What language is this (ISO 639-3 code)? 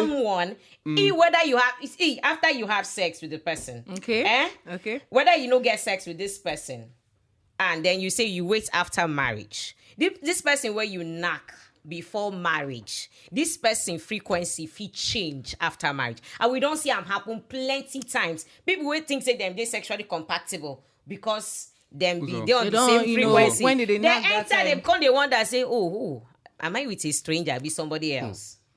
pcm